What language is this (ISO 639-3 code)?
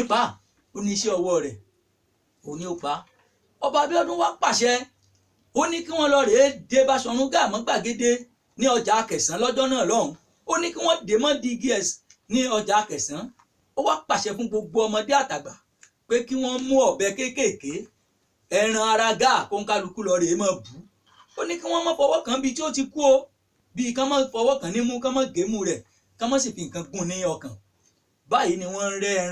yor